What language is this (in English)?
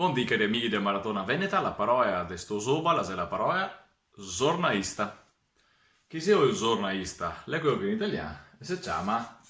Venetian